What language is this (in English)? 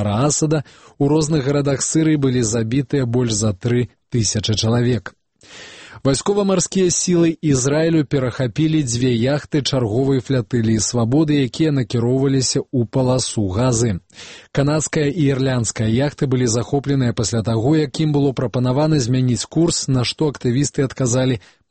Belarusian